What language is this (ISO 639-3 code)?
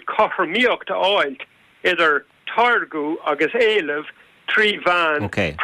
gle